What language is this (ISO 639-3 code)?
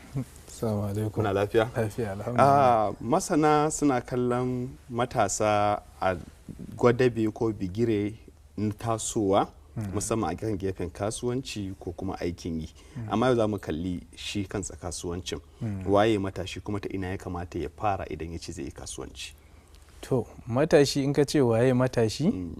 hau